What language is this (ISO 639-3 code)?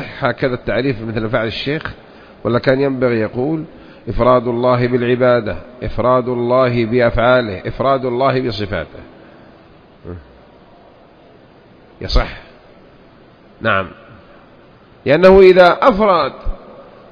ara